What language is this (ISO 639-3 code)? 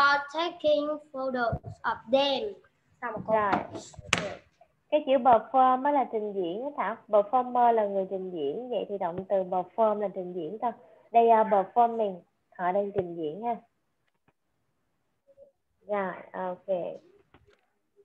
vie